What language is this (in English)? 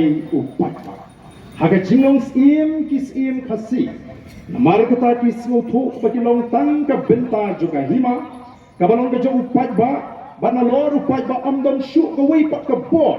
Khasi